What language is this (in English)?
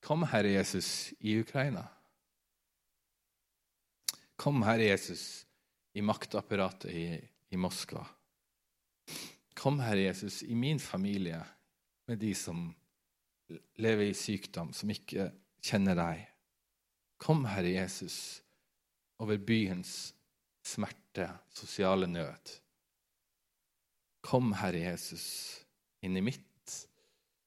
Norwegian